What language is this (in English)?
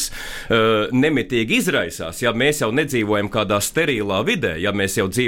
Latvian